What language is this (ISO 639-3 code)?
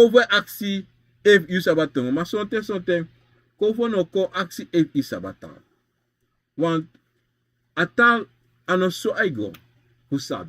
srn